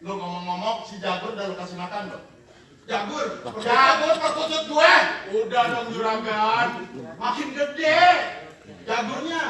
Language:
Betawi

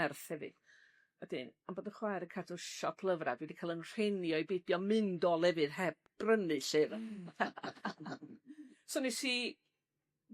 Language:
Welsh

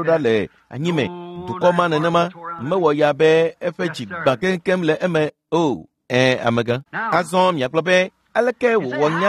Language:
Ewe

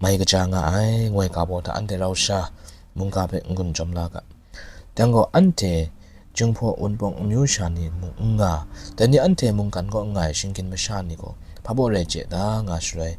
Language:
Kachin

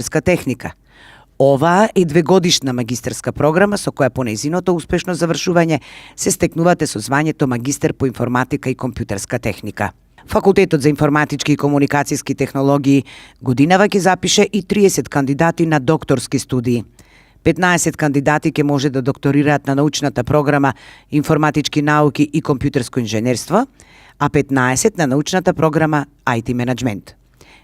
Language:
Macedonian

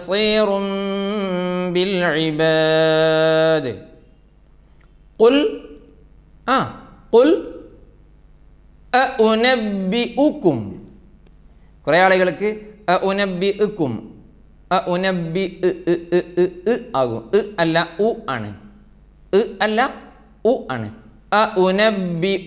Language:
Malayalam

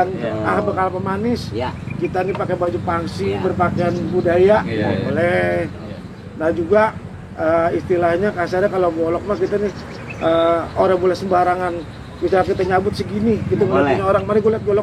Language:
Betawi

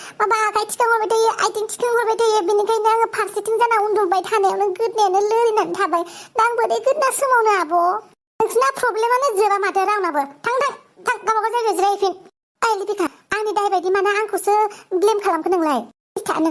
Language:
Bodo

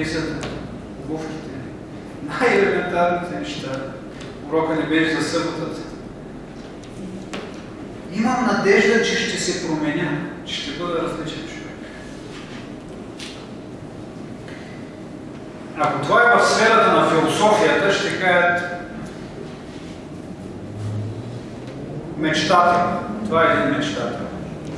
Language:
Bulgarian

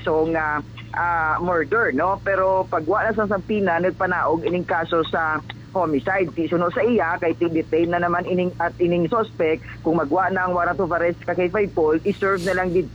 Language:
Hiligaynon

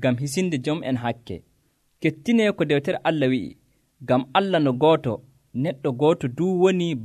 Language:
Nigerian Fulfulde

